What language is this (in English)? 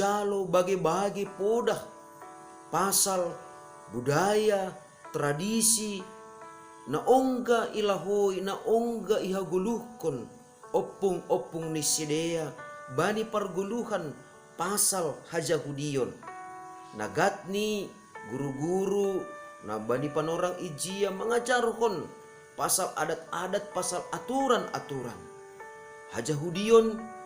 Batak Simalungun